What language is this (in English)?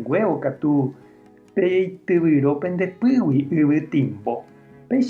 Guarani